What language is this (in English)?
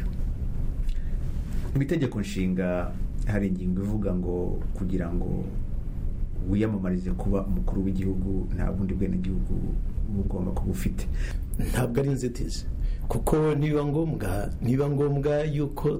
Kinyarwanda